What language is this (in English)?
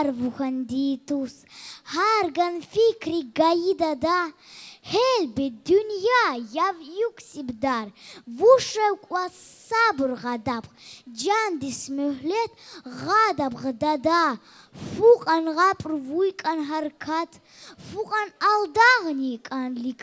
Tabassaran